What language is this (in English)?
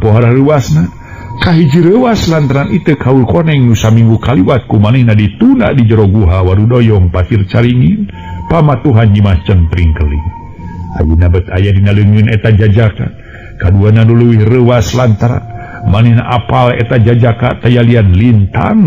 Sundanese